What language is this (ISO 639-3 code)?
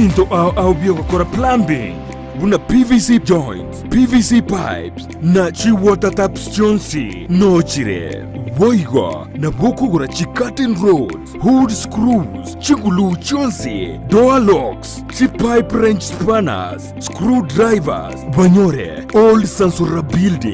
guz